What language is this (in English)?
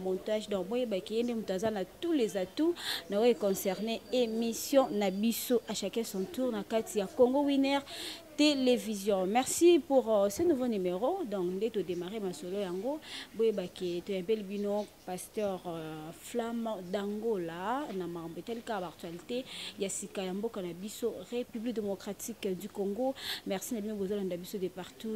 Lingala